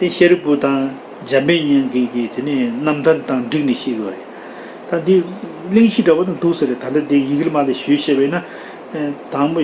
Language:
Tibetan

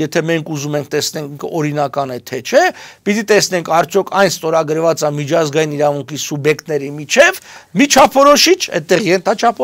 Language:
Armenian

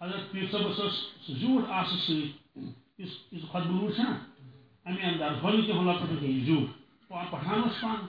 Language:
Kashmiri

